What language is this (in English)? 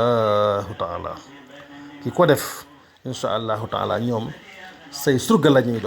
Wolof